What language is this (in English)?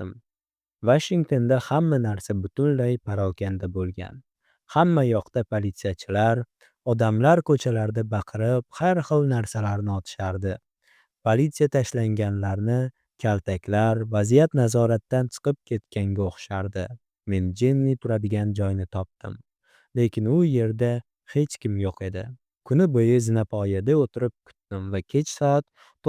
Uzbek